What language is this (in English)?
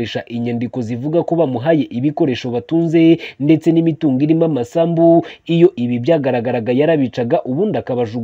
Kinyarwanda